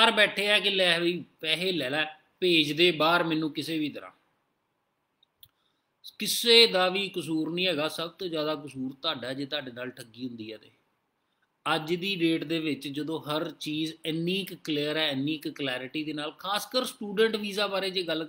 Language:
Punjabi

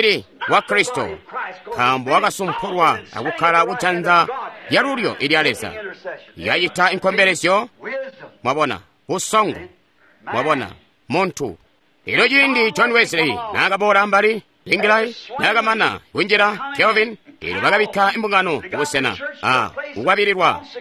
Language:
Tonga (Zambia)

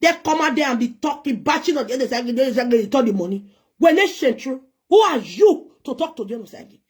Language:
Nigerian Pidgin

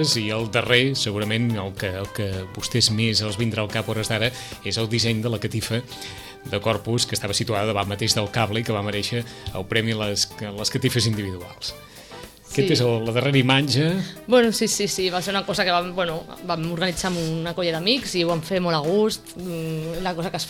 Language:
Catalan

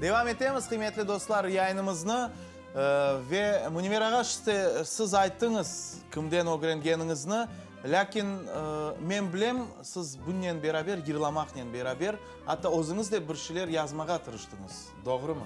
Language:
Crimean Tatar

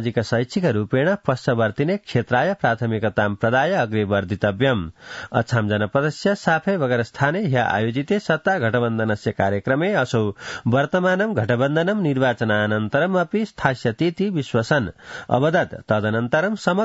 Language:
Sanskrit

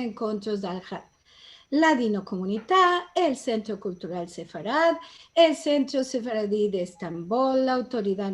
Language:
Ladino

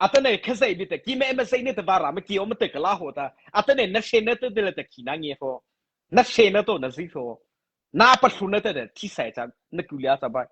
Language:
Mara Chin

